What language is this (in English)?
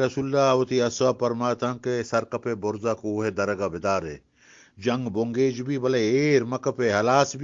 Eastern Balochi